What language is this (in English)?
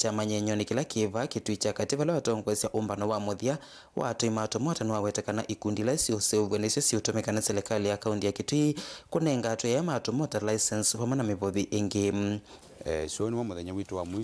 Kamba